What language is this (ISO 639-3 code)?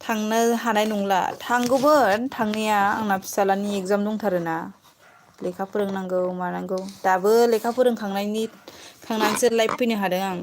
brx